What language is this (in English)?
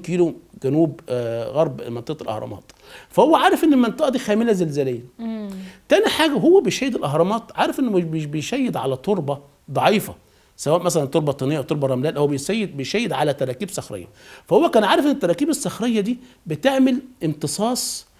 Egyptian Arabic